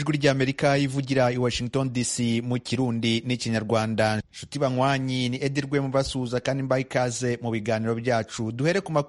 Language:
Kinyarwanda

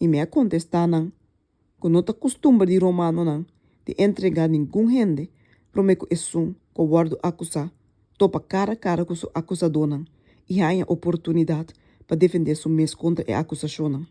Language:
Papiamento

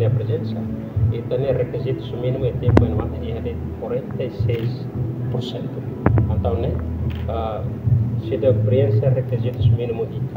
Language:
Tetum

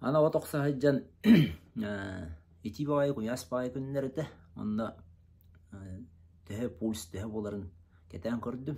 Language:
Yakut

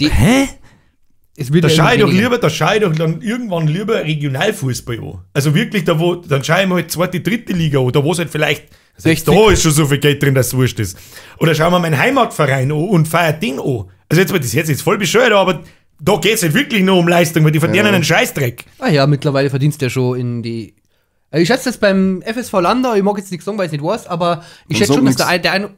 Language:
Bavarian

